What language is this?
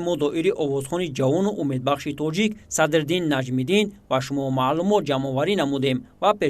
Tajik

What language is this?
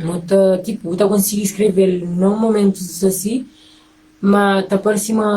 Kabuverdianu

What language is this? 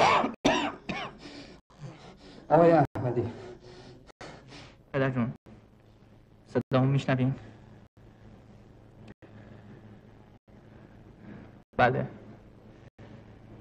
Persian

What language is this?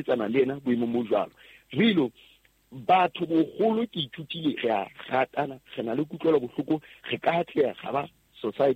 Southern Sotho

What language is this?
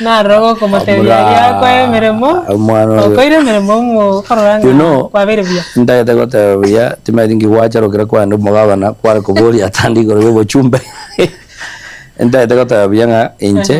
Gusii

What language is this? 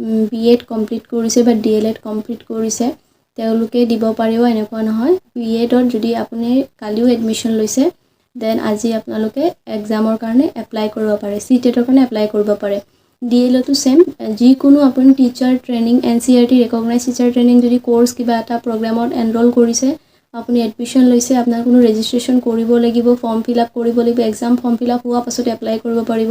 Assamese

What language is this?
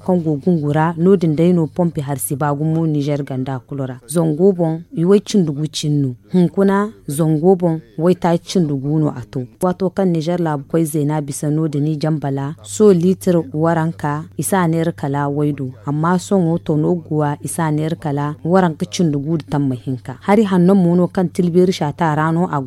Zarma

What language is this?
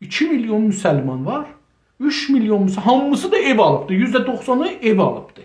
South Azerbaijani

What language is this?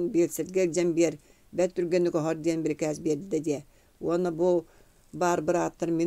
Yakut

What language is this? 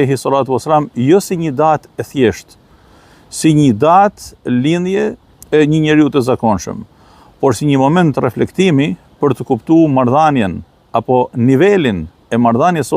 Albanian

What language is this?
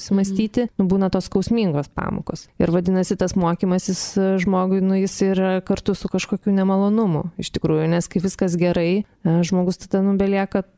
Lithuanian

